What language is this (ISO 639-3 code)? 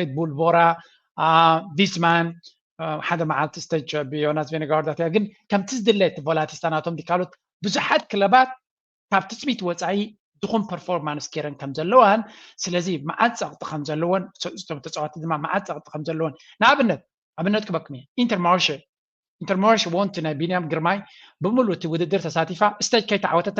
tir